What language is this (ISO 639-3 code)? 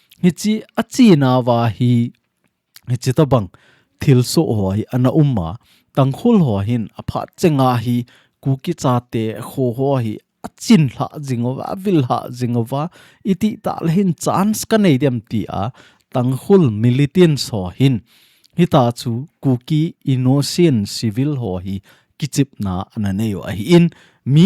tcz